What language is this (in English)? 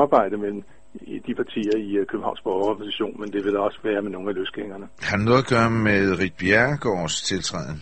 Danish